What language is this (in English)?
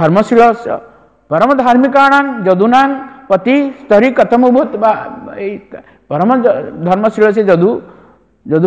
Odia